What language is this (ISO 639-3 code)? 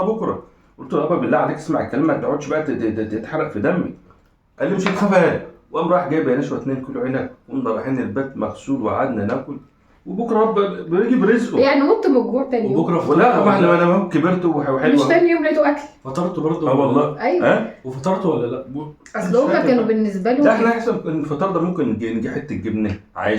arz